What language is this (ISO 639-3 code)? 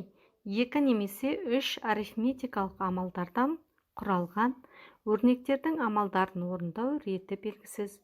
kaz